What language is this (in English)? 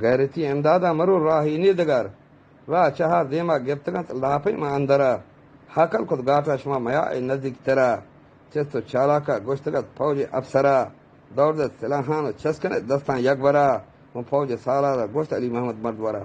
Eastern Balochi